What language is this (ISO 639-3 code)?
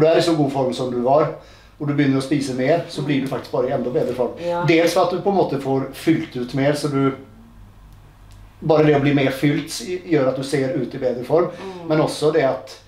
nor